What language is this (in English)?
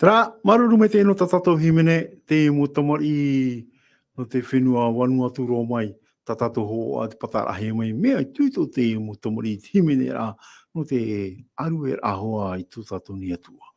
Tahitian